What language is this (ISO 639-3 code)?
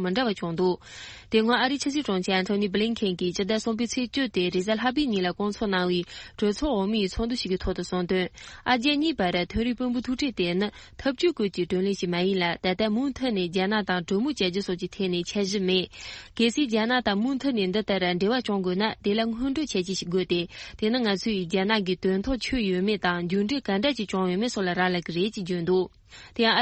bod